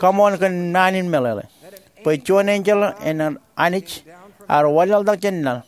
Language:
Marshallese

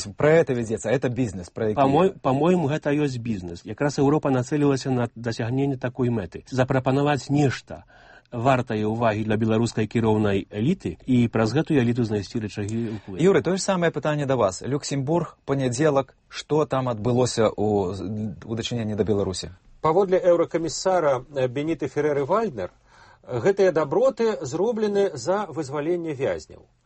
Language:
Belarusian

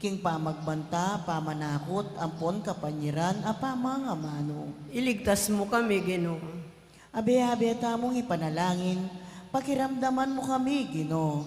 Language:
Pampanga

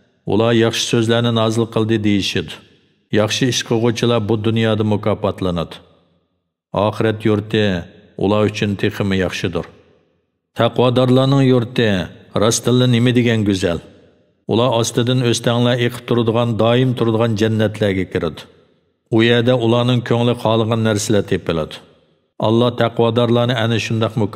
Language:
Uyghur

